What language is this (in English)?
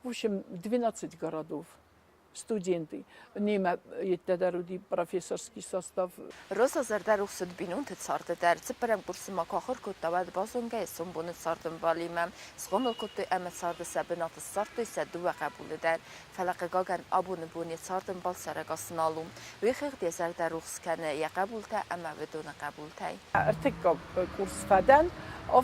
Ossetic